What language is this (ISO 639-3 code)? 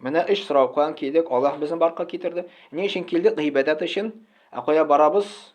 tat